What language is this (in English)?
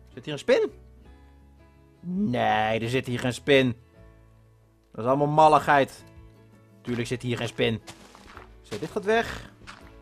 Dutch